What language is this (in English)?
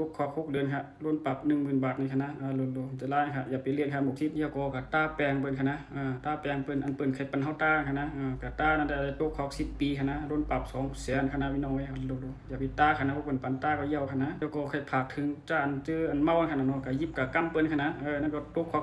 Shan